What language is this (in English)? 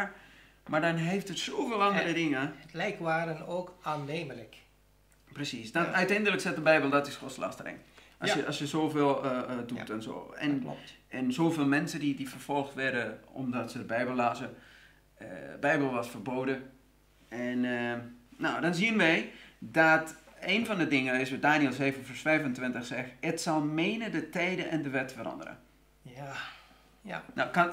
Dutch